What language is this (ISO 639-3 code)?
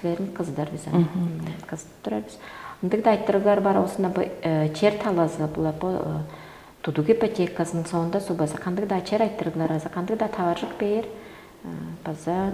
tyv